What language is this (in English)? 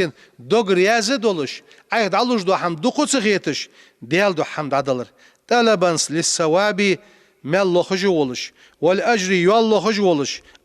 Ingush